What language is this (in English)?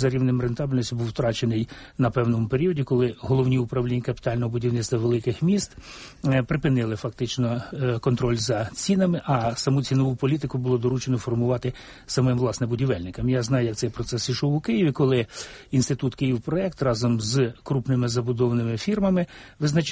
Ukrainian